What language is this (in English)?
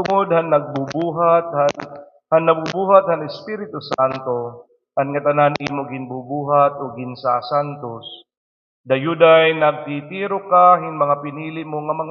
Waray